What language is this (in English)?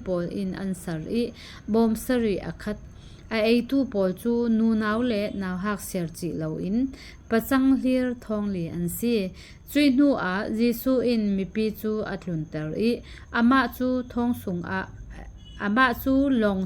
Falam Chin